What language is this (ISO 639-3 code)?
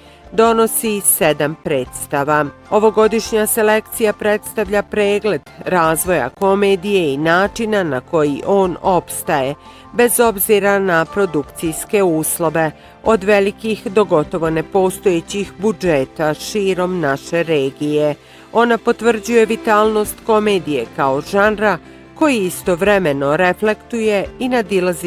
bos